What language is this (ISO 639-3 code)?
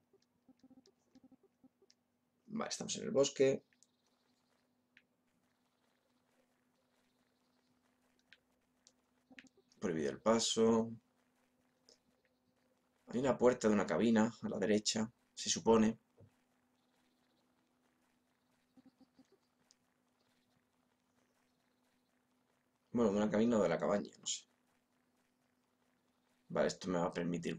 spa